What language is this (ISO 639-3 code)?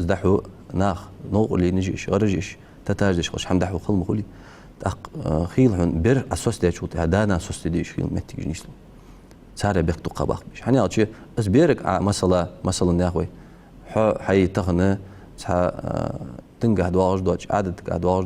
inh